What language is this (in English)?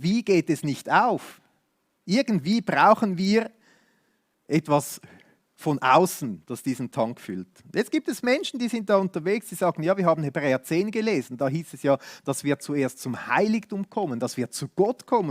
Swiss German